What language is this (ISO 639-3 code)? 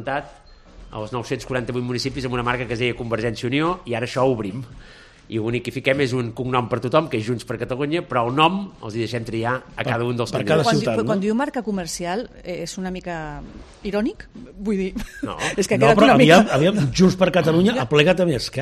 cat